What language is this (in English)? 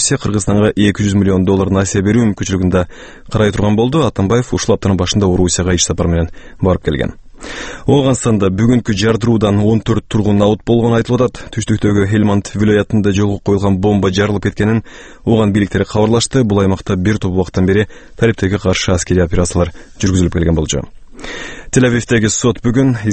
Kyrgyz